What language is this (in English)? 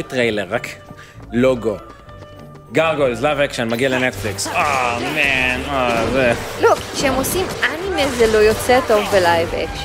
Hebrew